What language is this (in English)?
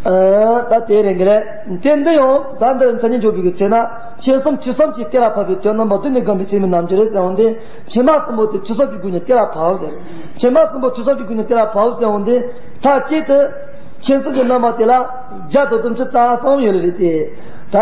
Tibetan